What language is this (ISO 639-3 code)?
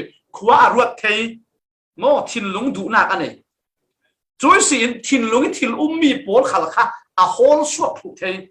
cfm